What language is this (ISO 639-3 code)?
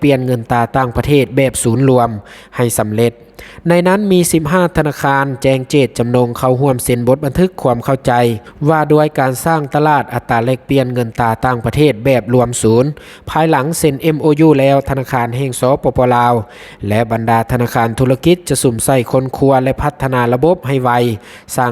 lao